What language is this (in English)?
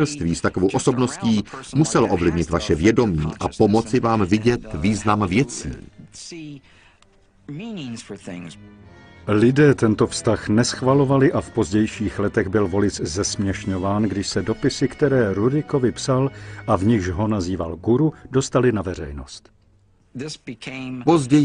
Czech